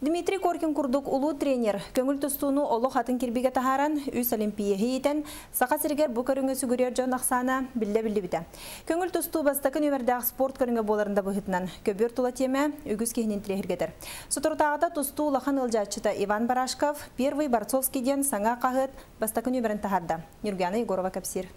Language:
Yakut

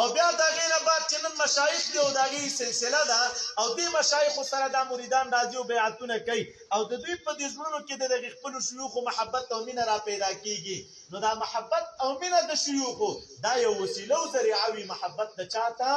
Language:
Pashto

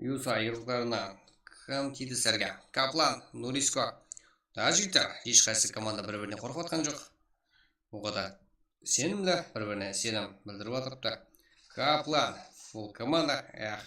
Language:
Kara-Kalpak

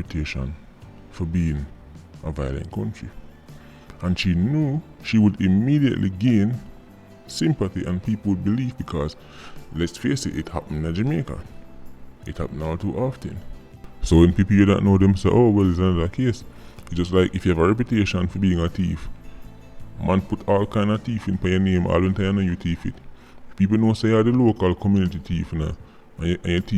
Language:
Jamaican Creole English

